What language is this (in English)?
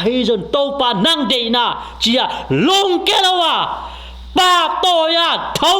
Tedim Chin